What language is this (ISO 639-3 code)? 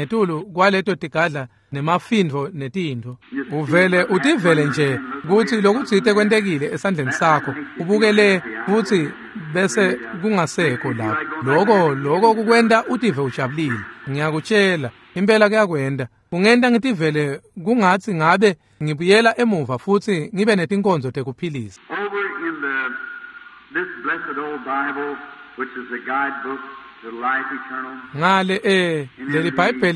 ssw